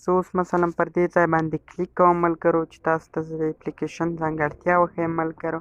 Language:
Pashto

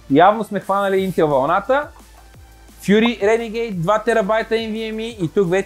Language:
Bulgarian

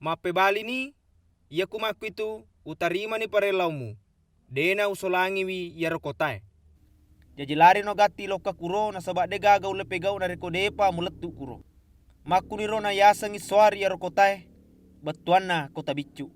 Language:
Buginese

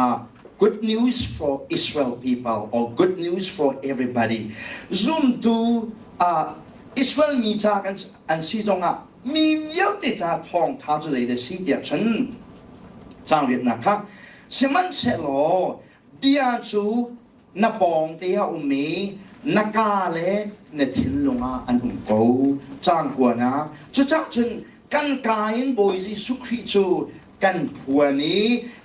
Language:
Hakha Chin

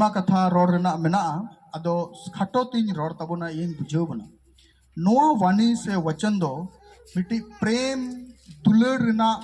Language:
Santali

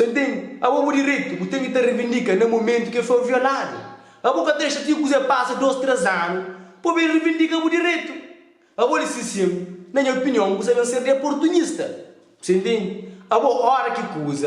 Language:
Kabuverdianu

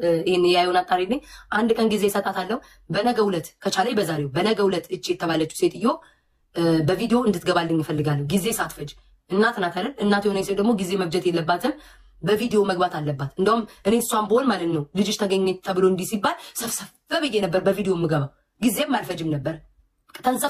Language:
Amharic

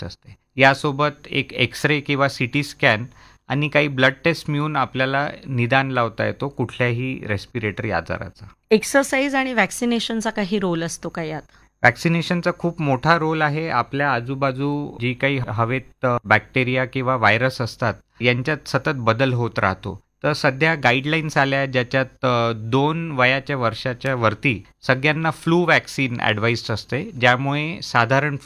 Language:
Marathi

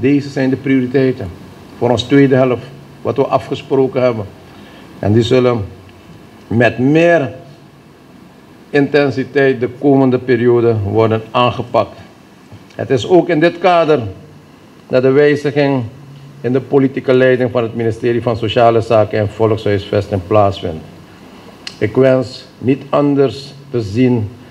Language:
Dutch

